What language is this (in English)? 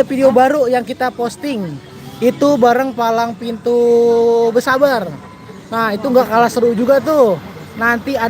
Betawi